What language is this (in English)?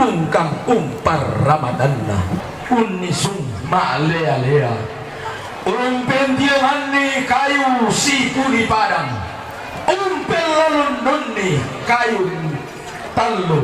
Toraja-Sa'dan